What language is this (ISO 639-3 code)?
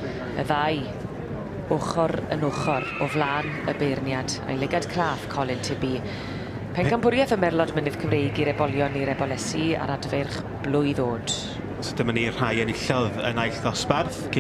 cym